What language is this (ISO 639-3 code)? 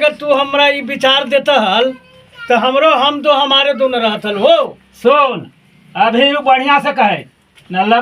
mag